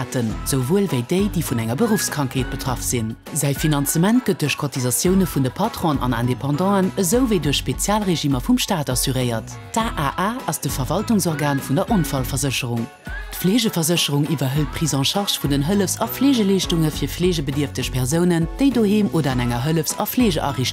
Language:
Luxembourgish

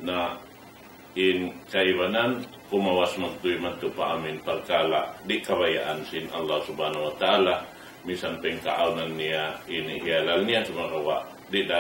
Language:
Tausug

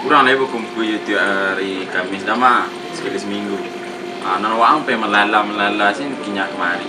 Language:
Minangkabau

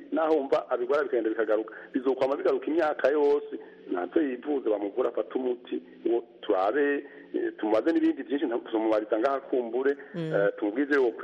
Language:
Kinyarwanda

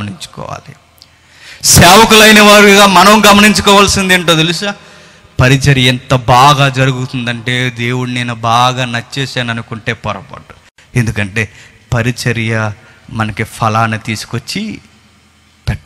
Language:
Telugu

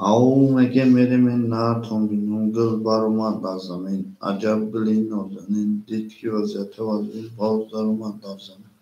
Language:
Tajik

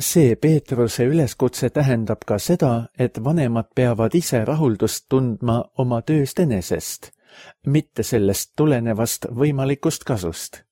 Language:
Estonian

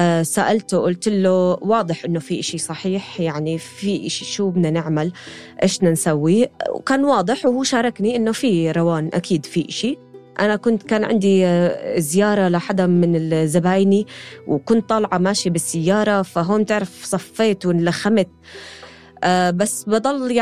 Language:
North Levantine Arabic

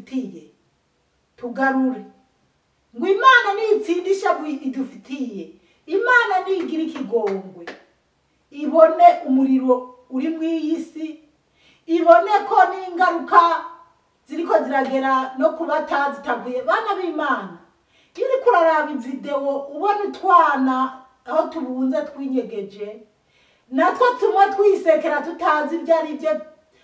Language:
Rundi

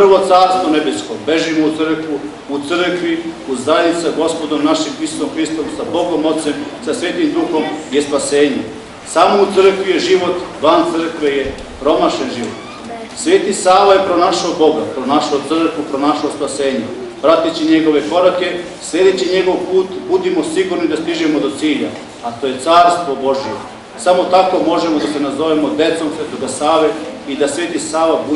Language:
Serbian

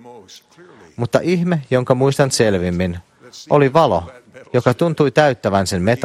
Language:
Finnish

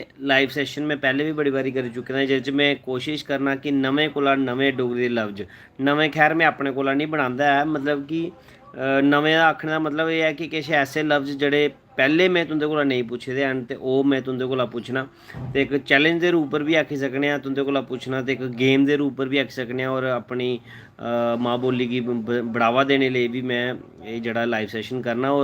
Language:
Dogri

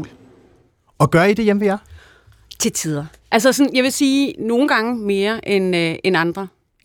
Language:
Danish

